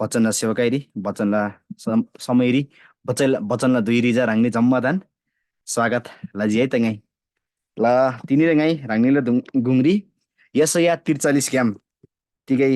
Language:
Eastern Tamang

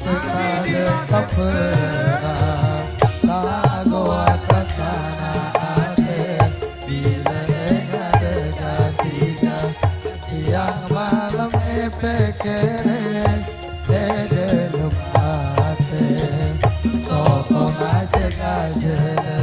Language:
Madurese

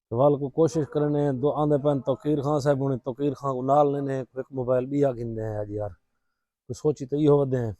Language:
Saraiki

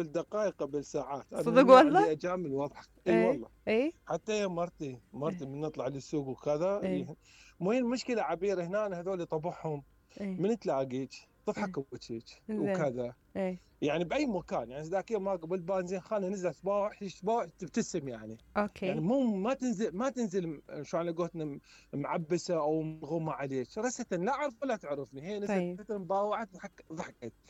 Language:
Mesopotamian Arabic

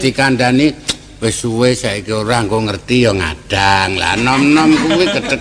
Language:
Javanese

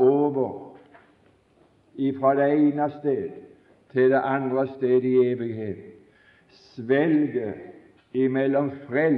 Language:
Norwegian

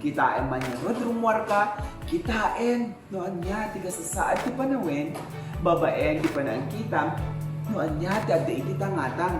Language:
Iloko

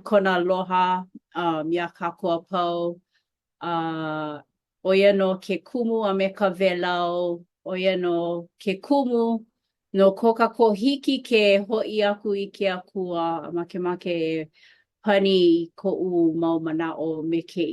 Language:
Hawaiian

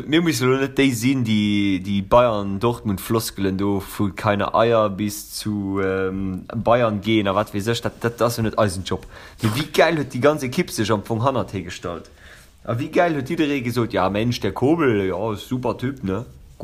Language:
Luxembourgish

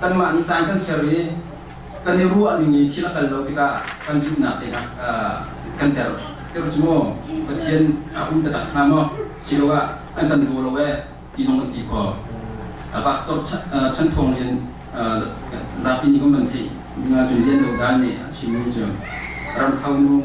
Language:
Hakha Chin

